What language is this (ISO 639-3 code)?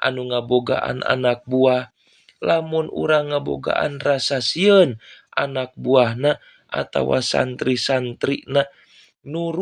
sun